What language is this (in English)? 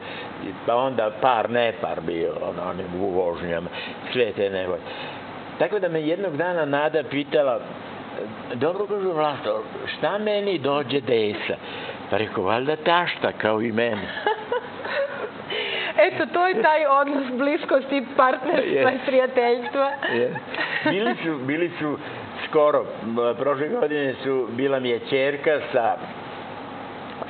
Serbian